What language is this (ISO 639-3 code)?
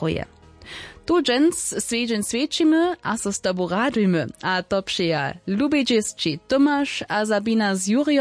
hsb